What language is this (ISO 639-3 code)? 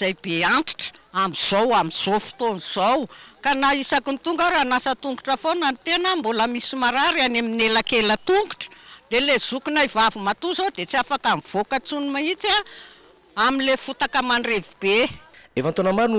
mlg